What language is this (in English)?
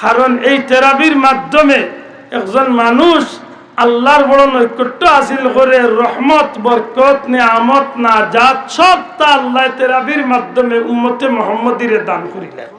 Sylheti